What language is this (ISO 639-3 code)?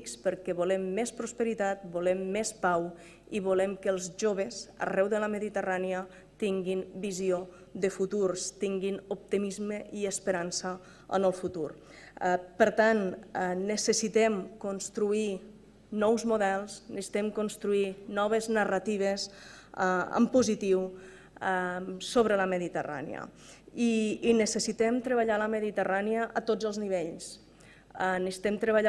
cat